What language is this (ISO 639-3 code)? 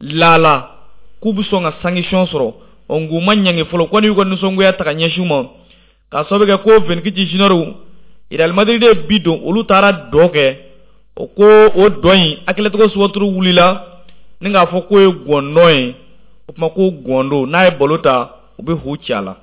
bam